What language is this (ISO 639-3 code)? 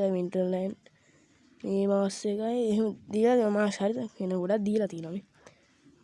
sin